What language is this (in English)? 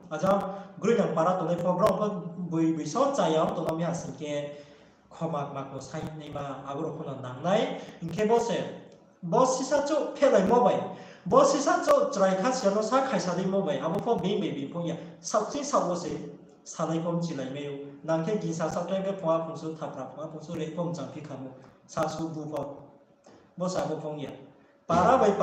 Riang (India)